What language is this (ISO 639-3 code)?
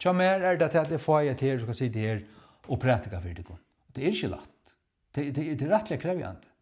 fao